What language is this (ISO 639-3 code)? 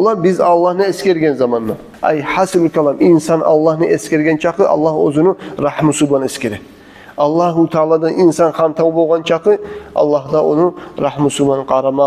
kum